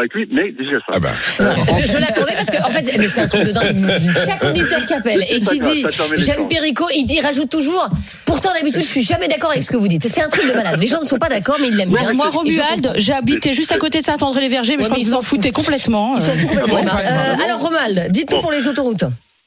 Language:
French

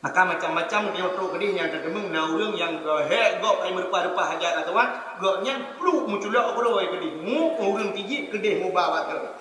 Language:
Achinese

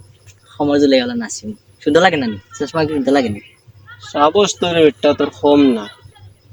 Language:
Sylheti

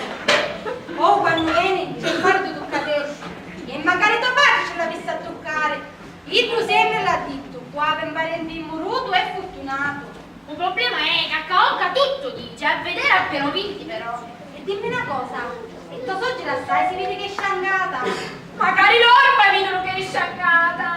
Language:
Sicilian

